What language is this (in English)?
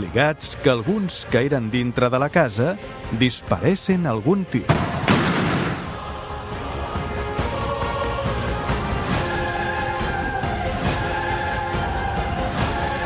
Catalan